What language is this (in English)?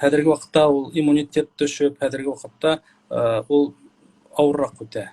Bashkir